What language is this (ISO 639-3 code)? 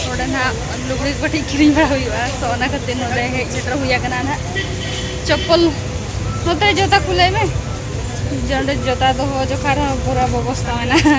sat